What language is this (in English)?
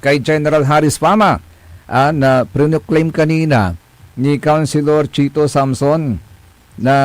Pangasinan